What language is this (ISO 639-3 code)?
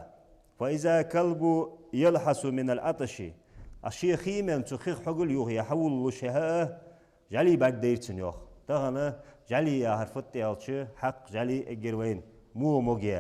inh